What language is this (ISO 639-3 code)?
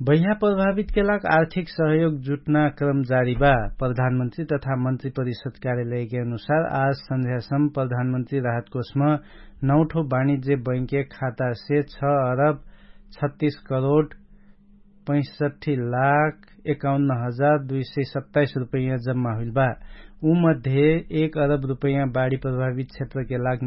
thl